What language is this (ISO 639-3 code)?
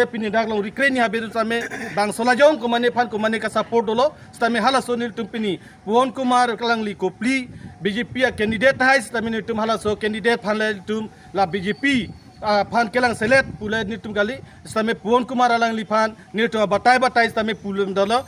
mjw